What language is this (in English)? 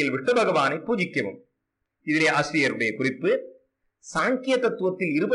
Tamil